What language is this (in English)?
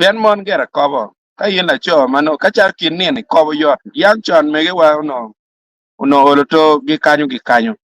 Acoli